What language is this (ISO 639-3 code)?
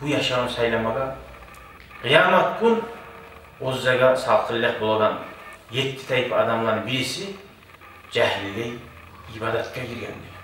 kum